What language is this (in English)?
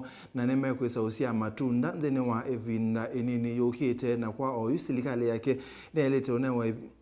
Kamba